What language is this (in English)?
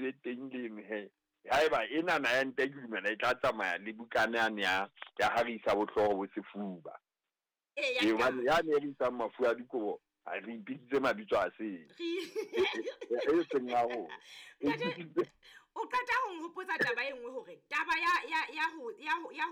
Southern Sotho